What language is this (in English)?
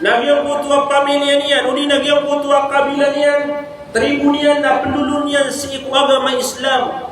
Maranao